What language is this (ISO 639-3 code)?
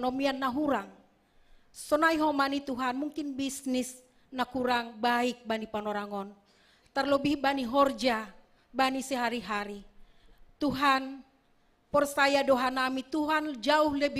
bts